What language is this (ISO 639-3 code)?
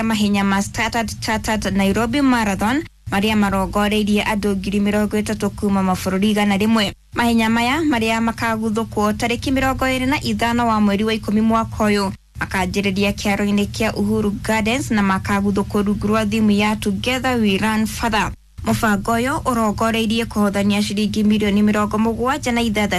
kik